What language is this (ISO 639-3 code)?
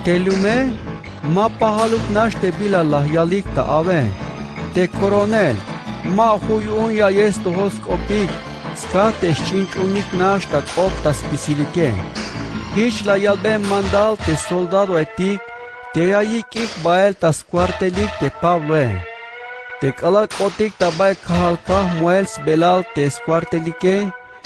tzh